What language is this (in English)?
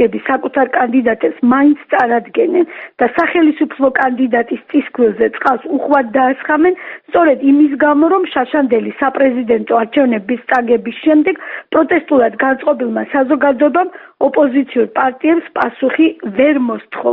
Georgian